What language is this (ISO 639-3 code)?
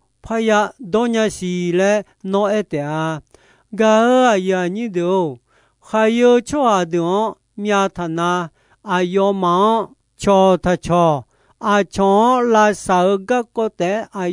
ahk